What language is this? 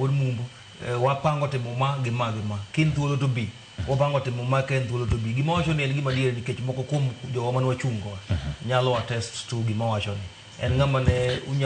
Luo (Kenya and Tanzania)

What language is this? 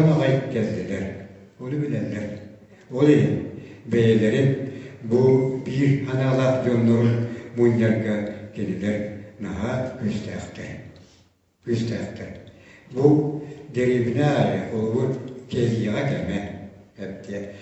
Yakut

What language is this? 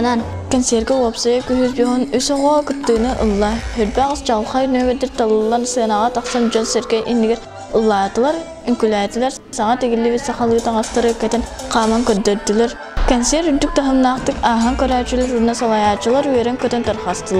Yakut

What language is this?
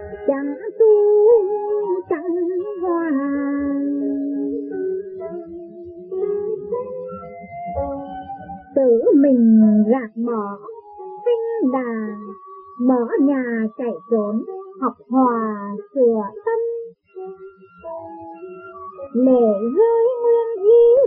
Vietnamese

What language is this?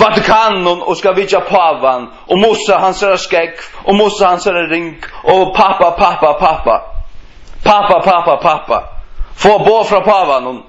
Faroese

